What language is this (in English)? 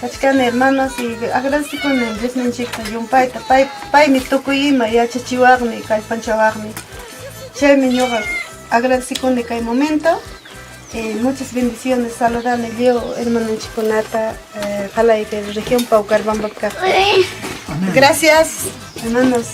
Ayacucho Quechua